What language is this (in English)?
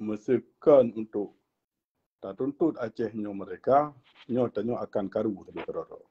Achinese